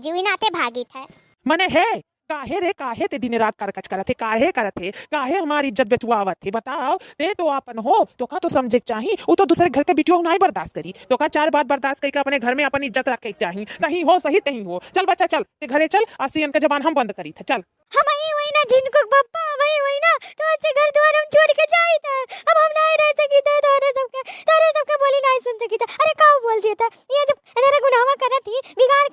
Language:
Awadhi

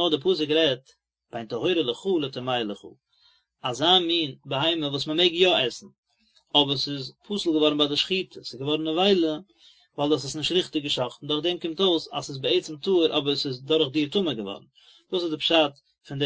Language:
Yiddish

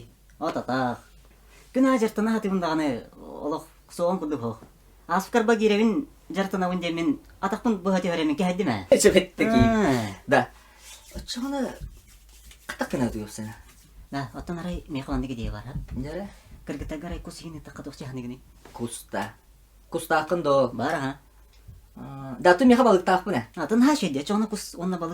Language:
Yakut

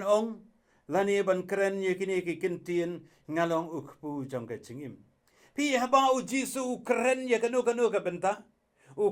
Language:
Khasi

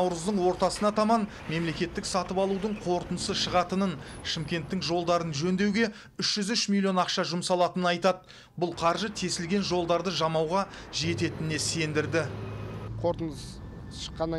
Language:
Kazakh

